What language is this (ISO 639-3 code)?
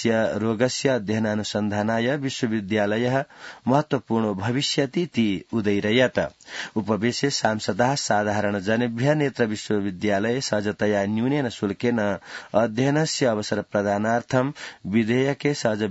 san